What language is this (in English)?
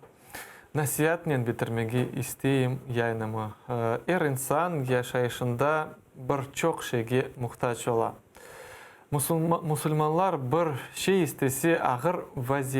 Crimean Tatar